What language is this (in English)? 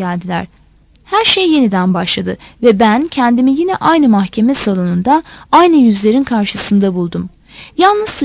Turkish